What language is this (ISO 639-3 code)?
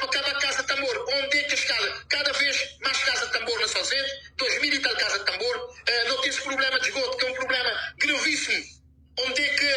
kea